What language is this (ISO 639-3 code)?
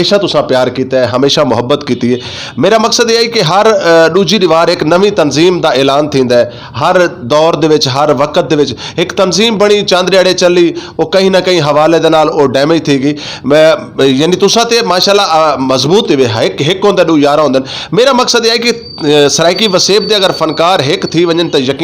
skr